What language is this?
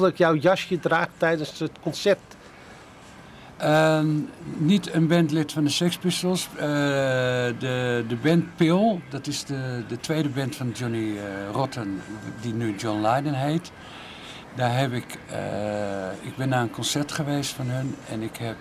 Dutch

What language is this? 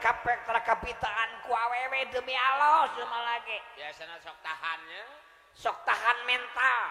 Sundanese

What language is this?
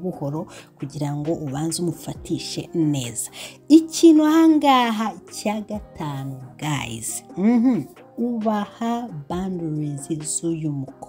Kinyarwanda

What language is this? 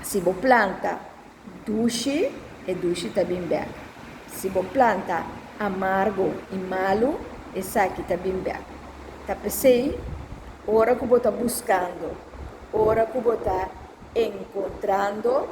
Papiamento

